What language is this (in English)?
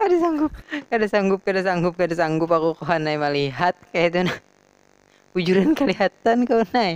Banjar